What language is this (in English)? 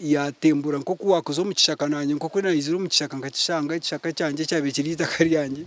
Nyankole